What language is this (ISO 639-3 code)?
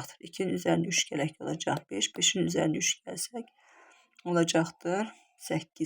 aze